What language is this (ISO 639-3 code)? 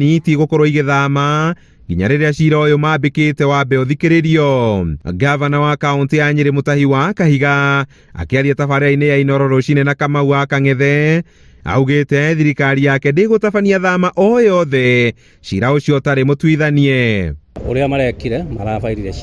kik